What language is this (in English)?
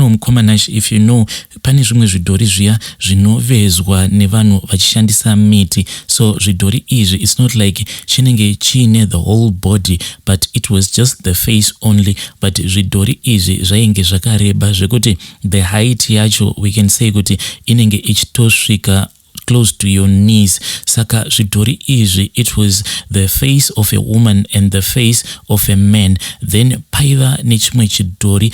Shona